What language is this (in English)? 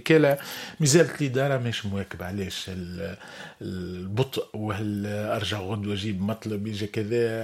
Tunisian Arabic